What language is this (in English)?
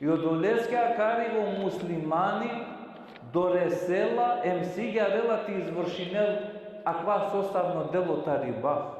Balkan Romani